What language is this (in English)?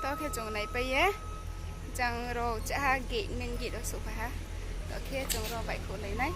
Riang (India)